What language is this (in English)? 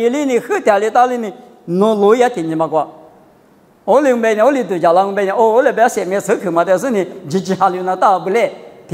Lisu